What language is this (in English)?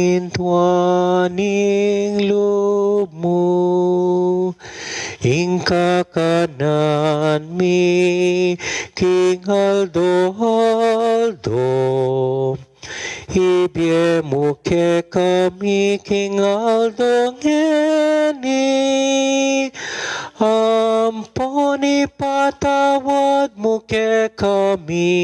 Pampanga